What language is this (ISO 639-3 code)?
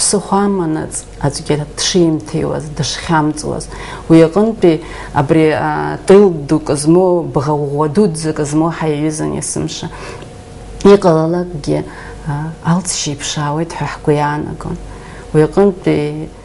abk